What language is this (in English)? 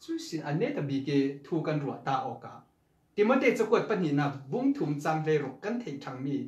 Falam Chin